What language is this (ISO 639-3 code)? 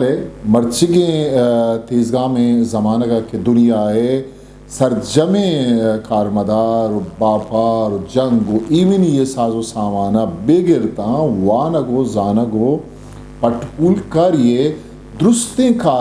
bgp